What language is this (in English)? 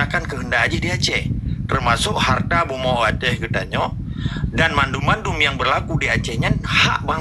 Achinese